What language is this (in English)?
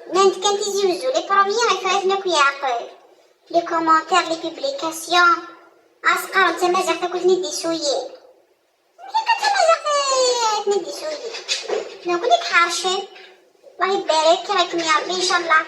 Kabyle